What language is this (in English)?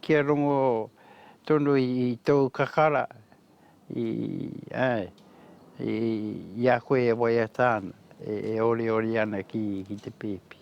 Māori